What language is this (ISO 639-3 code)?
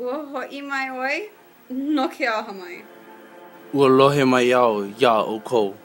haw